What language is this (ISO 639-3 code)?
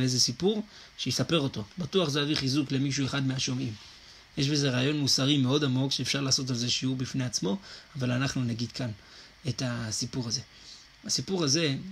heb